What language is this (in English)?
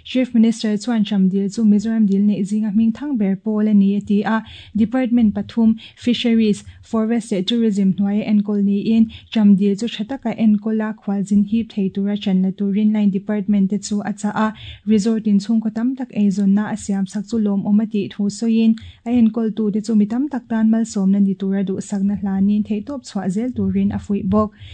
Mizo